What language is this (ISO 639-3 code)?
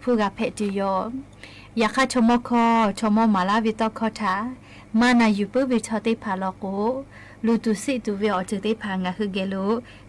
lhu